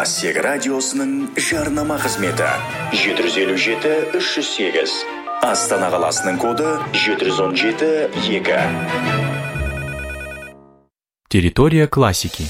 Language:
Kazakh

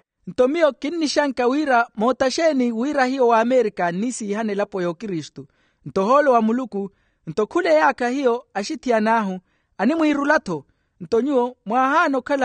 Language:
Makhuwa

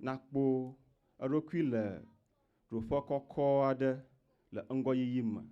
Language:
Ewe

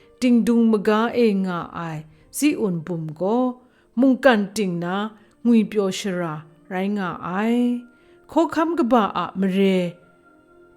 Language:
Kachin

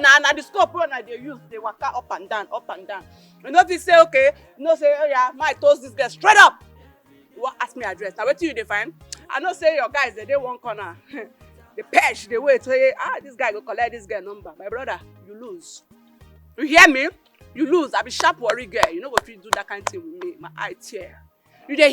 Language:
Nigerian Pidgin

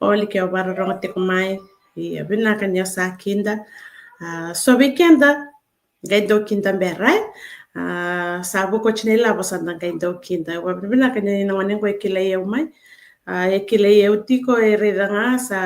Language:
Fijian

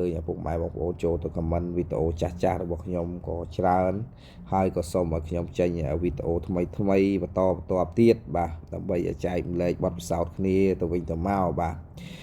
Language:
Khmer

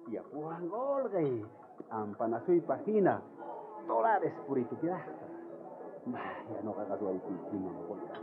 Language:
South Bolivian Quechua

